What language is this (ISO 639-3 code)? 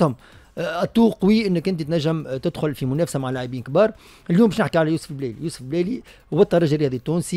aeb